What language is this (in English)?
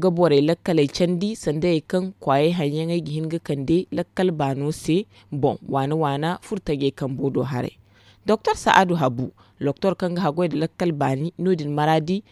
Zarma